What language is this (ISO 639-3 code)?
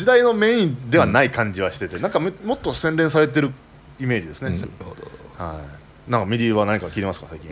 jpn